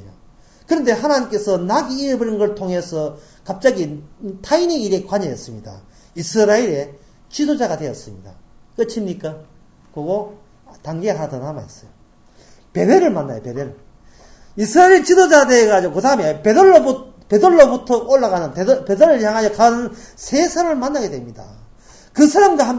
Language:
Korean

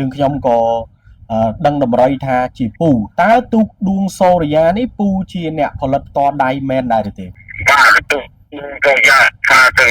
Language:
Khmer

